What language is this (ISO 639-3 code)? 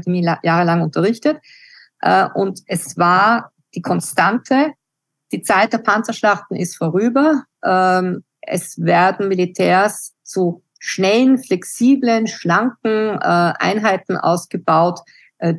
deu